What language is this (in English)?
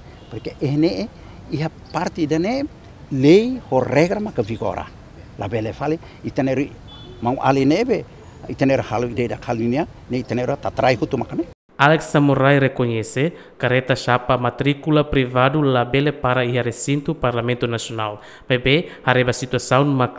Tetum